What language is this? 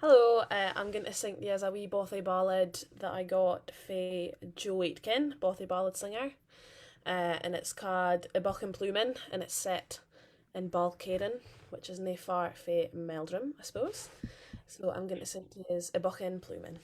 Scots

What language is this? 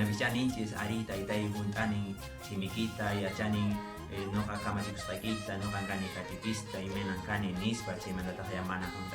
Quechua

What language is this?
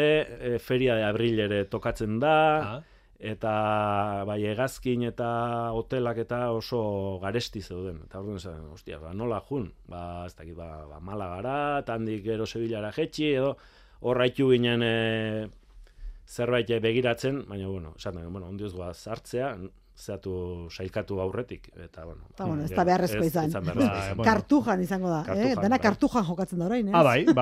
Basque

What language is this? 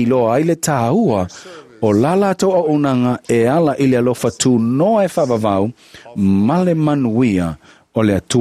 Samoan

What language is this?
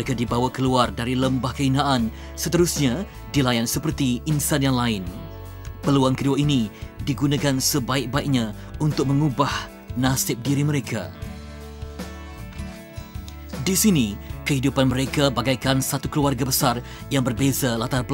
Malay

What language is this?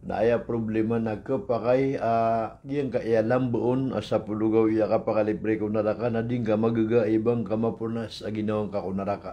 Maranao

